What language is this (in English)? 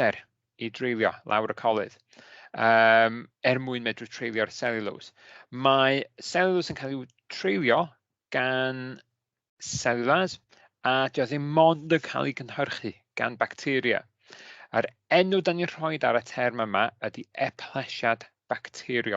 Welsh